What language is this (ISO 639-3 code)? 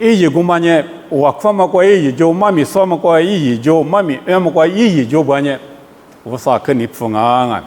lis